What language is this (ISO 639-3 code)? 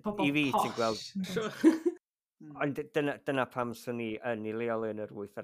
cym